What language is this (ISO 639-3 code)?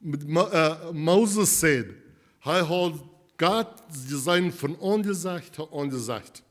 pdt